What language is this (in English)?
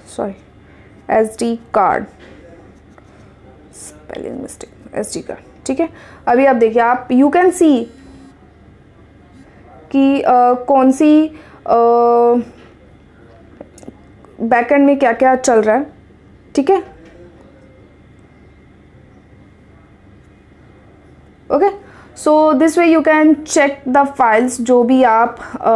Hindi